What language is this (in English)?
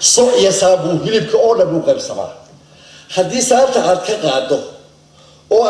Somali